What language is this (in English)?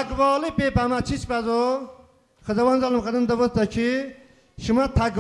Talysh